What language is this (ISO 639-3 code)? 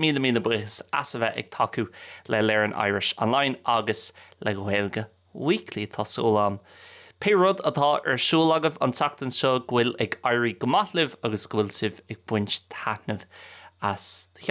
gle